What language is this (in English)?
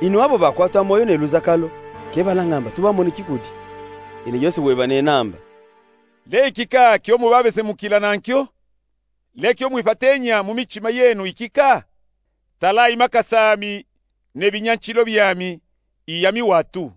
Luba-Katanga